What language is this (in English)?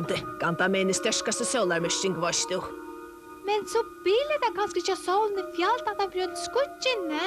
Faroese